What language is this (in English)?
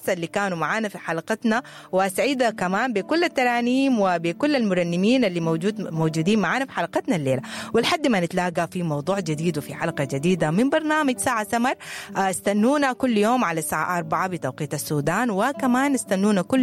Sudanese Arabic